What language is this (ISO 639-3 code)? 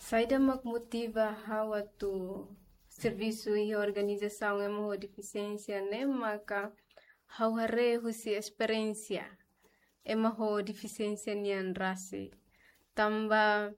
tet